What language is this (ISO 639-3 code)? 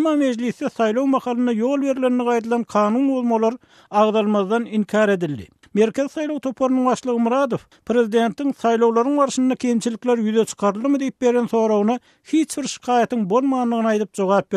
tuk